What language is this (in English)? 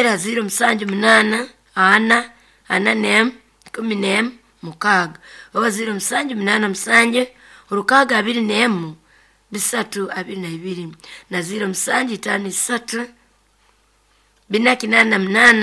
Nyoro